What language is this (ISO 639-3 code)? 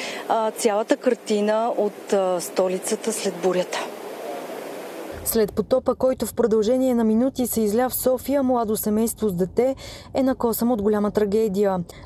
bul